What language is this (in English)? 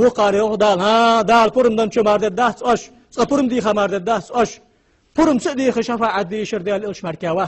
Chechen